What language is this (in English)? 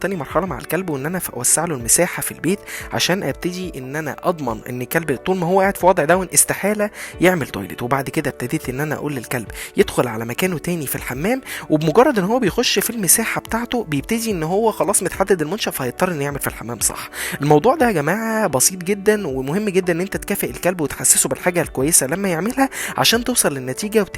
Egyptian Arabic